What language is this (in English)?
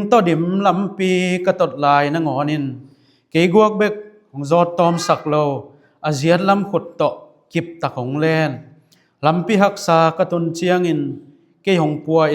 Tedim Chin